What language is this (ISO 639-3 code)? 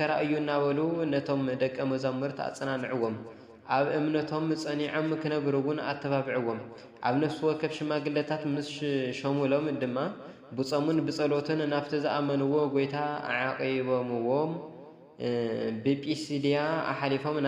tir